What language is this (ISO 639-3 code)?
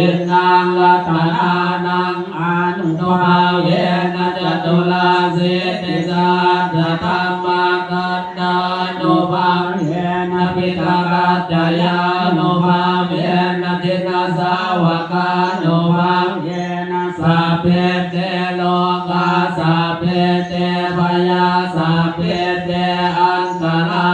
pli